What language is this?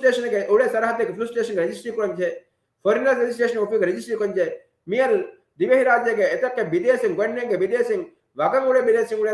Divehi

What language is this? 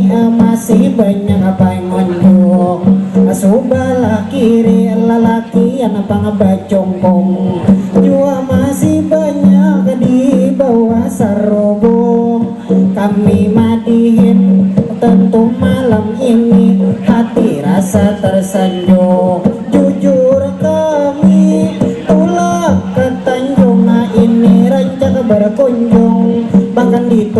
Banjar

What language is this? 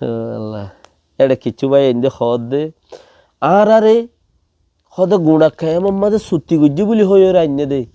Rohingya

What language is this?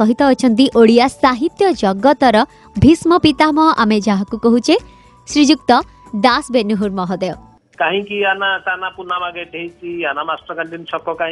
Odia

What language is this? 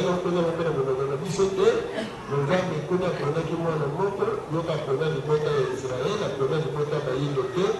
Lingala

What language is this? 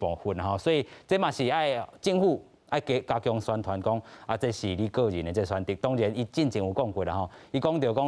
Min Nan Chinese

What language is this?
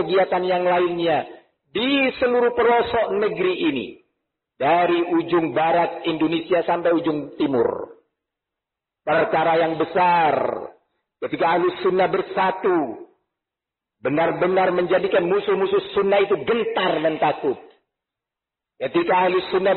Indonesian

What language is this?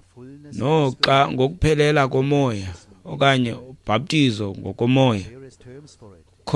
Xhosa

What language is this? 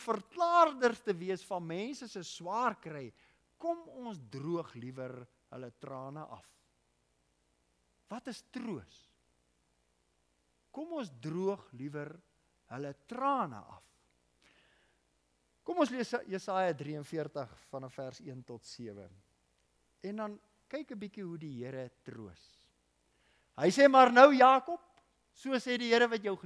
Afrikaans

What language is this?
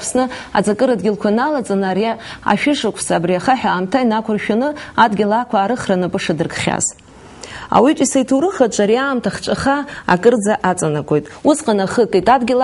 Abkhazian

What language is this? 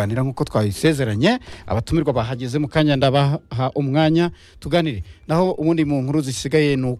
Kinyarwanda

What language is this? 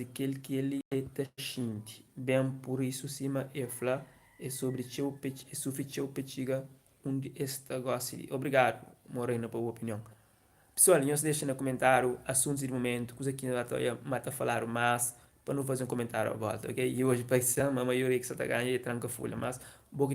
Kabuverdianu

